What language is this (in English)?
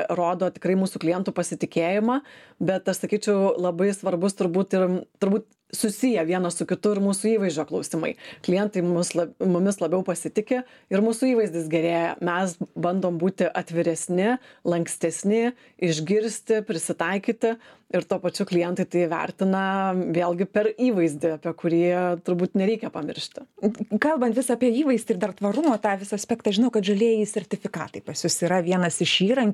Lithuanian